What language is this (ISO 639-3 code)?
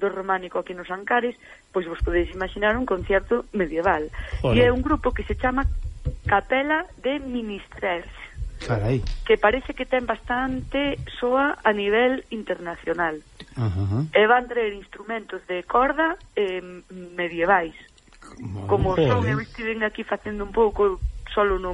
glg